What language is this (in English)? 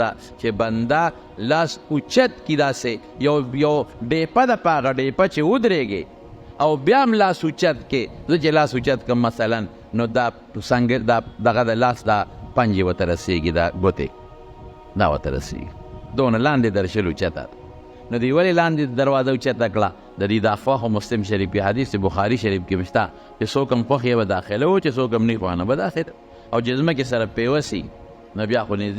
Pashto